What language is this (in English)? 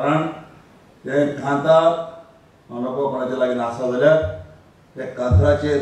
Konkani